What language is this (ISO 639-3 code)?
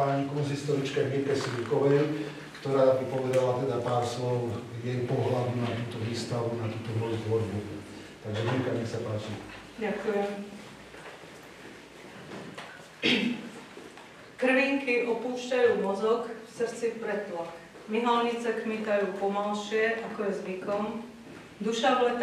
slk